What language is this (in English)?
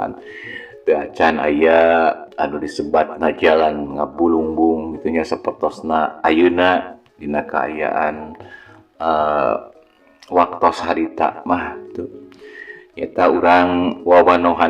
Sundanese